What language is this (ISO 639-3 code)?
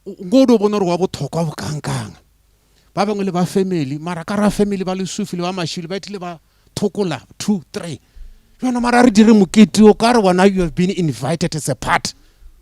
nso